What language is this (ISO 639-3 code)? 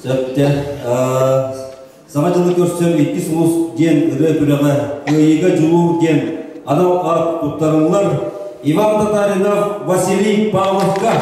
sah